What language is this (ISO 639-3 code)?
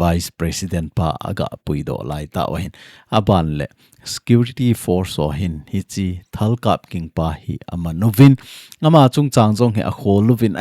tcz